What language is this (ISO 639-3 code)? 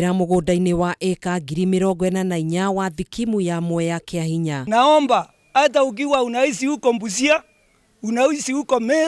kik